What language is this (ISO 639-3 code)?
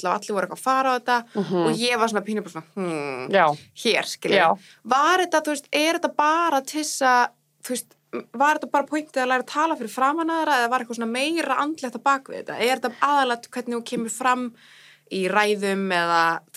isl